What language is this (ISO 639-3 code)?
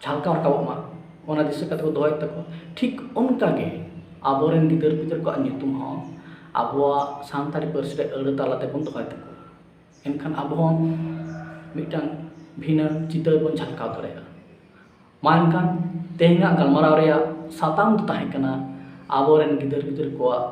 sat